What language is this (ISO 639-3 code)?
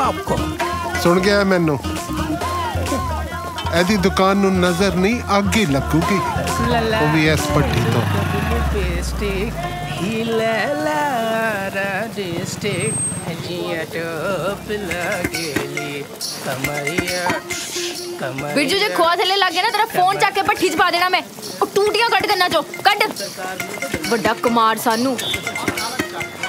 pan